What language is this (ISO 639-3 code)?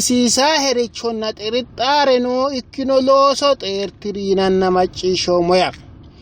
sid